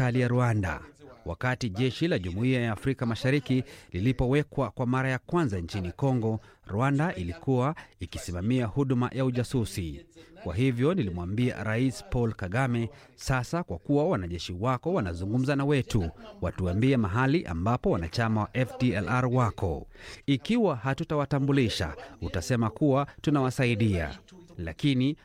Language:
Swahili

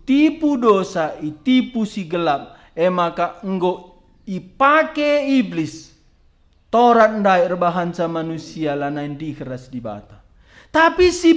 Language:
Batak Karo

